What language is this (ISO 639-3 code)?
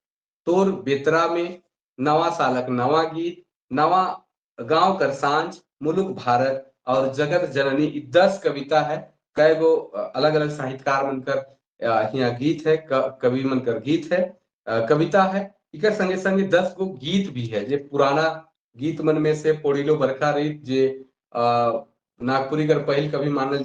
sck